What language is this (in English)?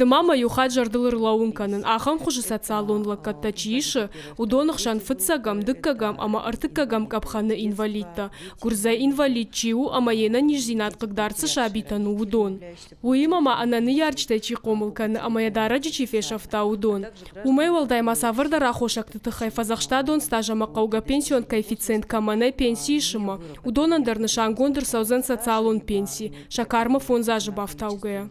Ossetic